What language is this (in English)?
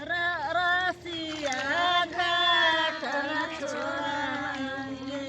Magahi